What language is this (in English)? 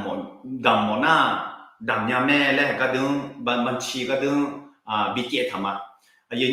Akha